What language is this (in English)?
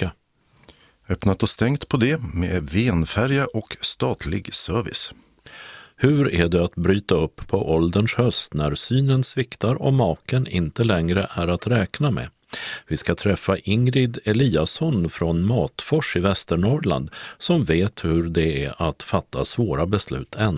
Swedish